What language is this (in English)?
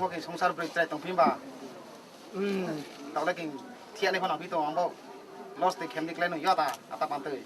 Riang (India)